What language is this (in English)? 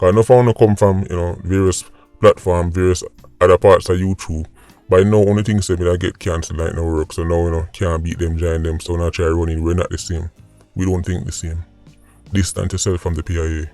Jamaican Creole English